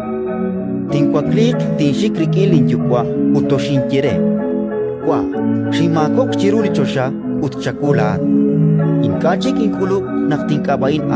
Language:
Kekchí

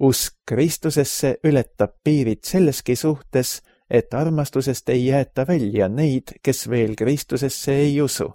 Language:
Estonian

